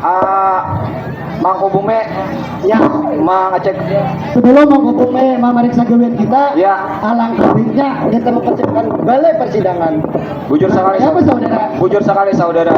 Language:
Banjar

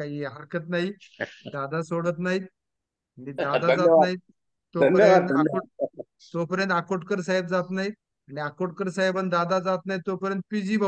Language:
Marathi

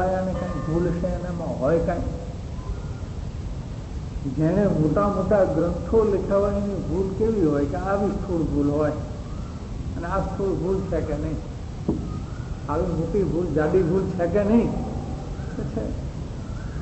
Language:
Gujarati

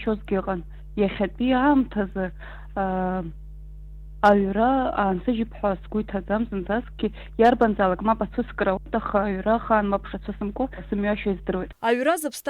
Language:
Abkhazian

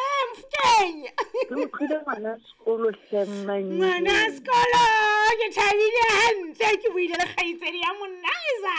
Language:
Southern Sotho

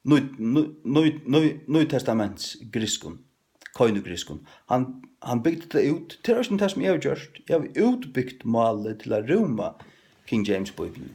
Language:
Faroese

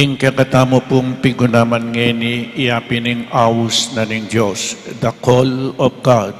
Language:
Pampanga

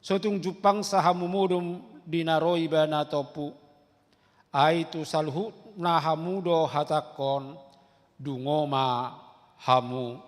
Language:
Batak Toba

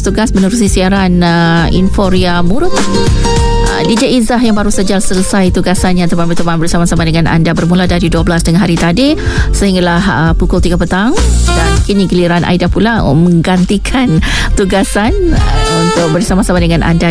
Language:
Malay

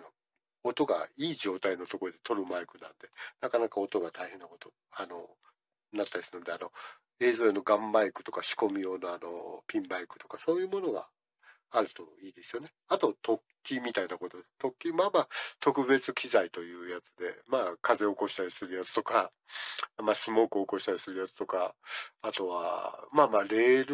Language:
Japanese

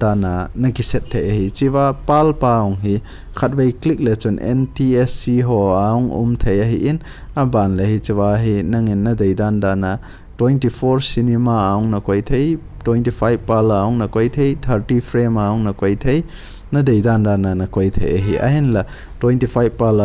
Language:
Thado Chin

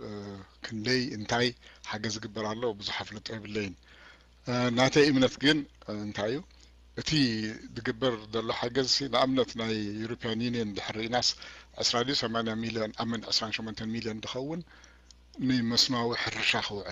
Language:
Tigrinya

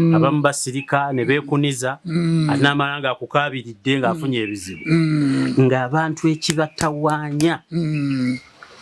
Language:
Ganda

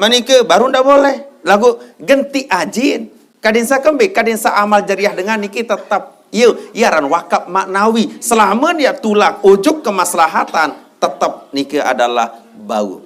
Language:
Sasak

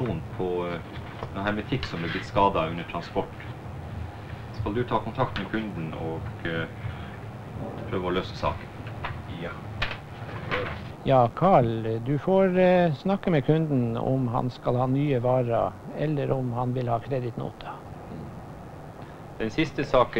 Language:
Norwegian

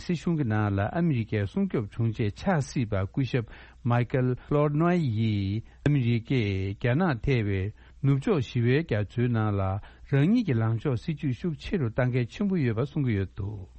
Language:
Tibetan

